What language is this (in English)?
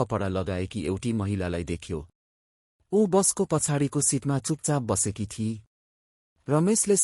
Nepali